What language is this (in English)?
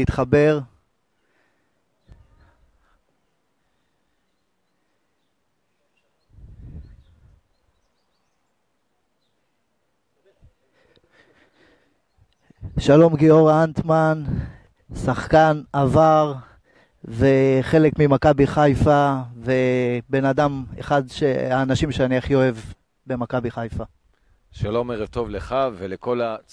Hebrew